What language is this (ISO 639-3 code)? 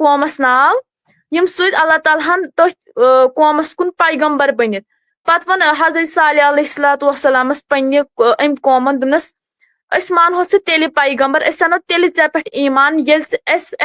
kas